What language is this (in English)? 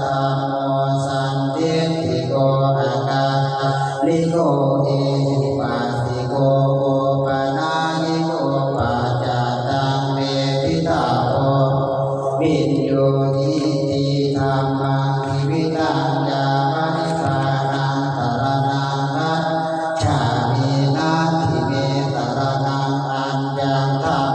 Pali